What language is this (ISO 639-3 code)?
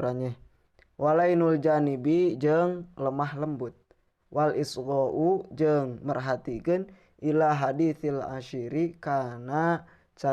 sun